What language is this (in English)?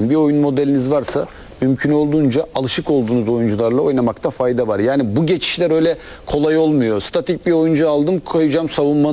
Turkish